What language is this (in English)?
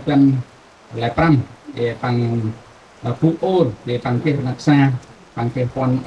Central Mnong